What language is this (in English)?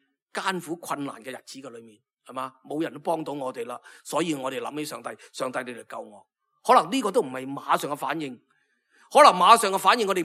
Cantonese